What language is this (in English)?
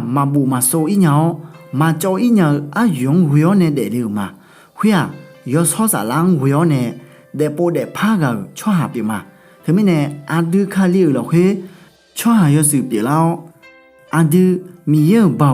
Akha